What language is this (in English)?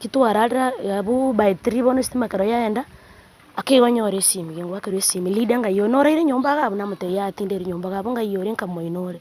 Gusii